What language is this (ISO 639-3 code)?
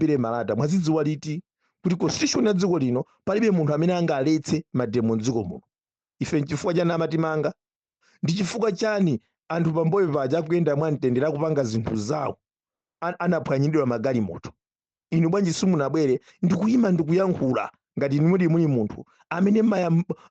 nya